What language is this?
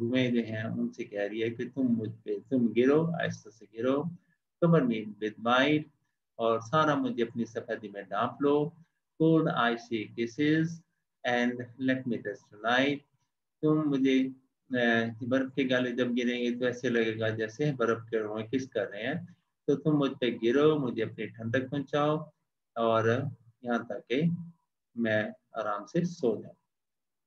Urdu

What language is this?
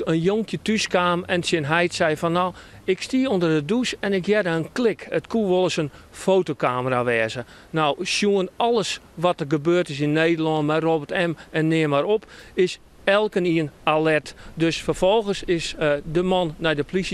Western Frisian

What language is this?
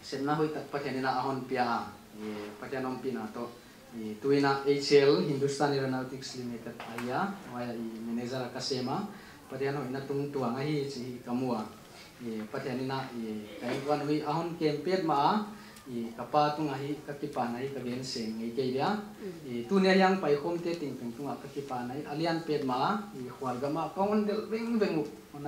Paite Chin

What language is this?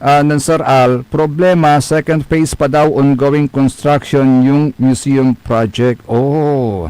Pangasinan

